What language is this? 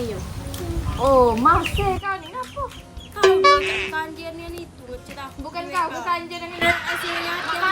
Musi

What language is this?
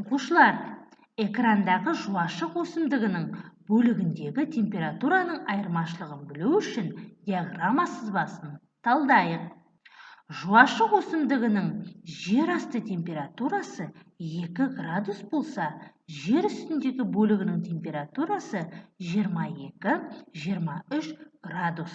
Kazakh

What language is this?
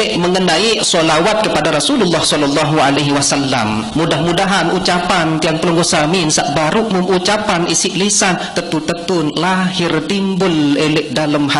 Sasak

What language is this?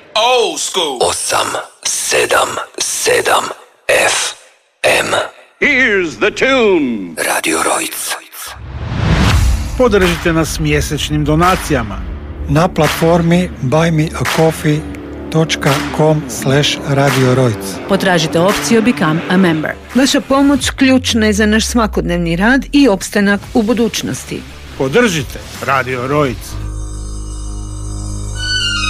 Croatian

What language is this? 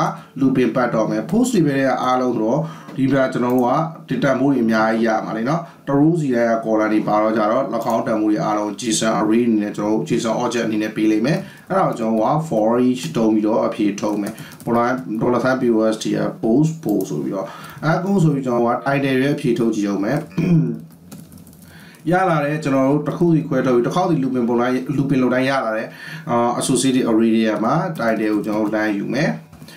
Burmese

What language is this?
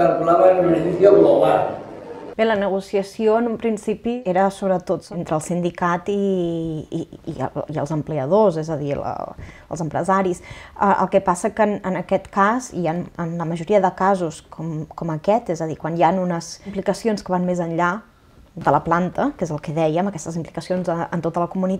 Catalan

